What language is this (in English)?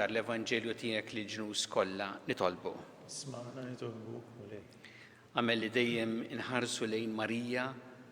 Maltese